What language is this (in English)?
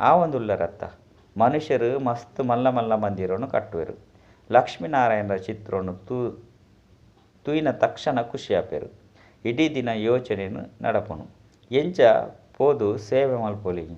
Tulu